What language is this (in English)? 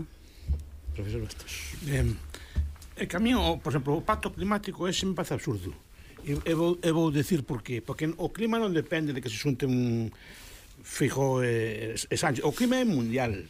Galician